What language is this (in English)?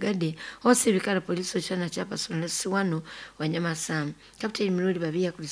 Nyoro